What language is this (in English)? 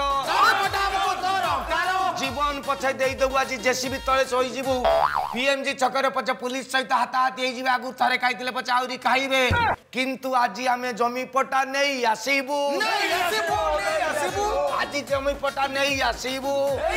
Odia